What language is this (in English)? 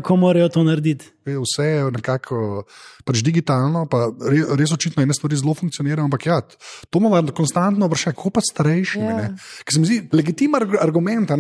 Slovenian